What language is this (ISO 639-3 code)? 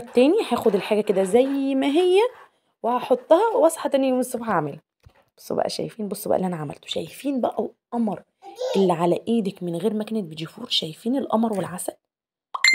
arz